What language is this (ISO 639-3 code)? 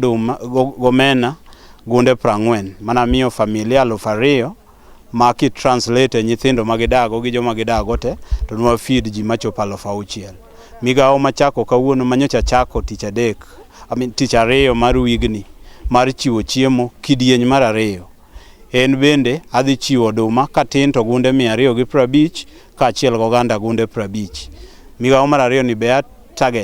luo